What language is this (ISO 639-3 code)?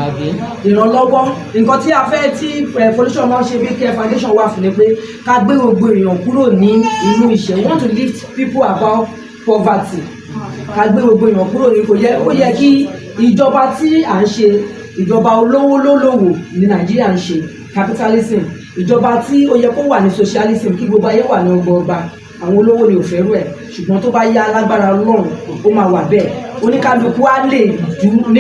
yor